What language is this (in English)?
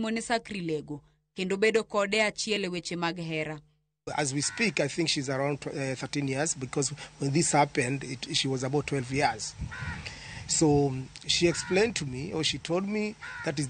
Luo (Kenya and Tanzania)